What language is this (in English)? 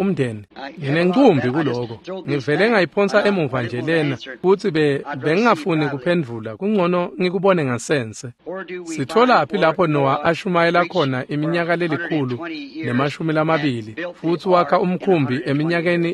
Swati